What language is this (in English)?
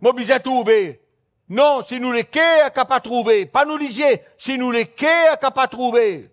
Morisyen